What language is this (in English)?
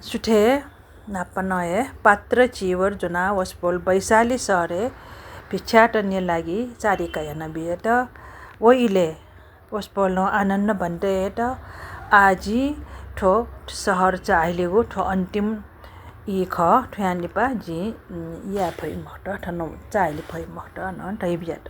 Newari